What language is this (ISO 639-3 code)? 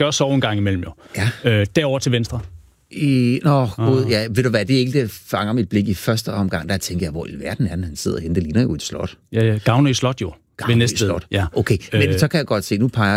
dan